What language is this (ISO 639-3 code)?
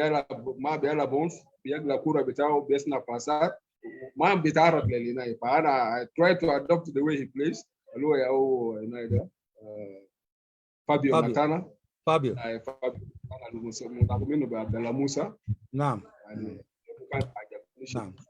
apd